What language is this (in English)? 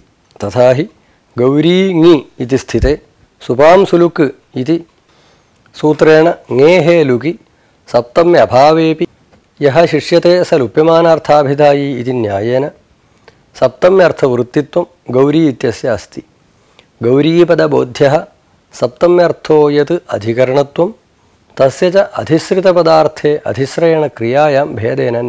Sanskrit